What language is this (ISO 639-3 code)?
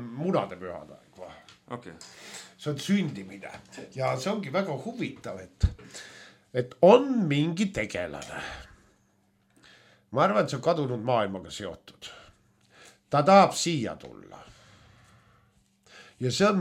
est